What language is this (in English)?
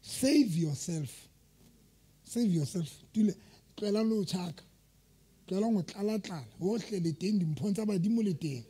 Southern Sotho